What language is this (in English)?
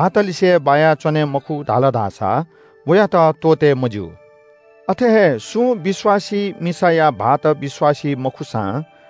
Newari